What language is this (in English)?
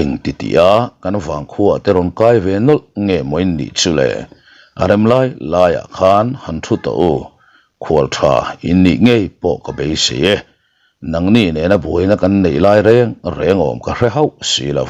Mizo